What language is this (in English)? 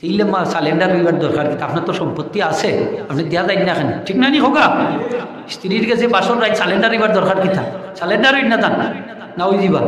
Sylheti